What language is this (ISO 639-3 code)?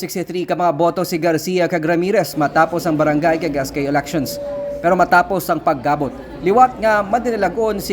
hil